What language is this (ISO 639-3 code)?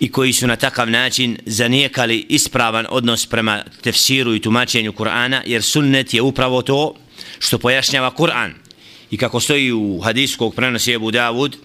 bos